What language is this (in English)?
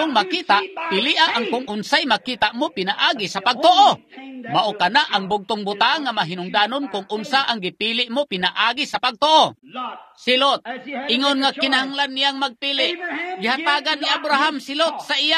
Cebuano